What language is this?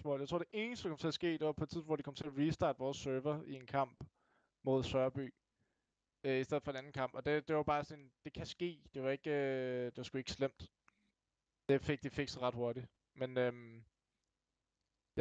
Danish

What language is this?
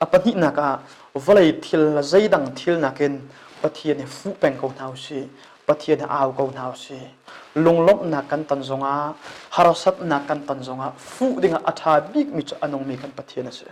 Hakha Chin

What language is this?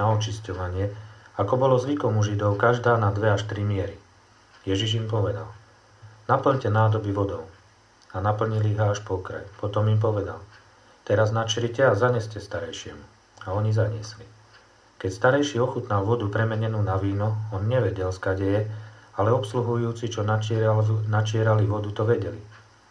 Slovak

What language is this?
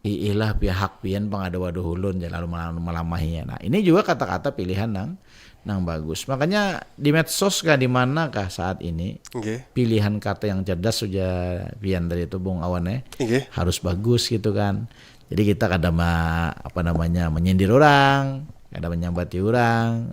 Banjar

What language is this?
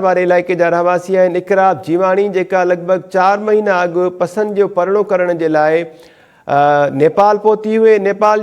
Sindhi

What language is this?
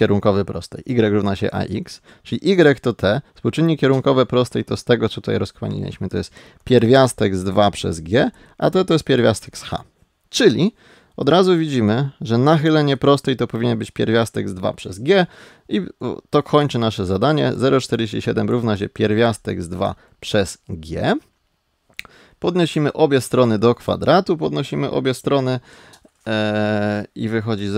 Polish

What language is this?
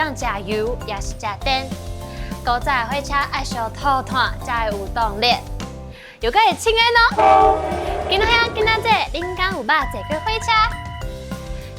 Min Nan Chinese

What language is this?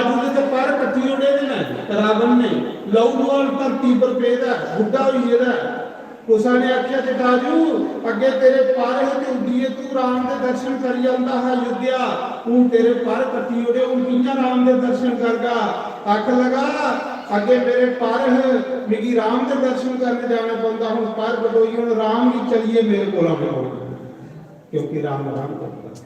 Dogri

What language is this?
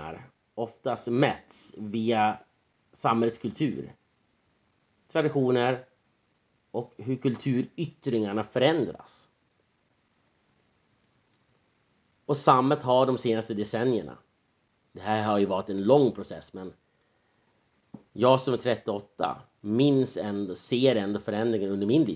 Swedish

